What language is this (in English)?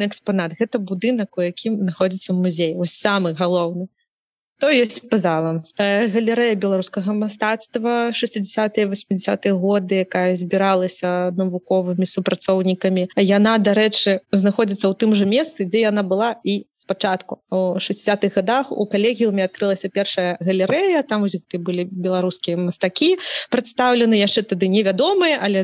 Belarusian